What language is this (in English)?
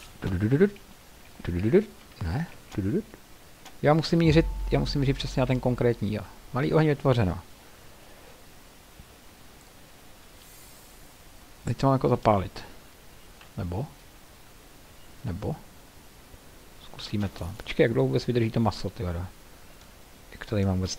Czech